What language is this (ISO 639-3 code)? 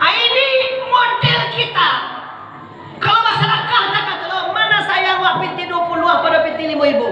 min